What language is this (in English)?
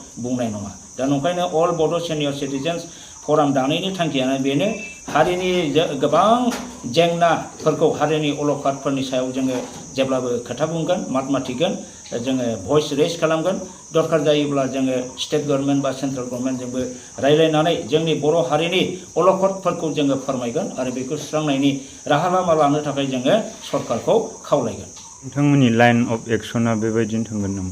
Bodo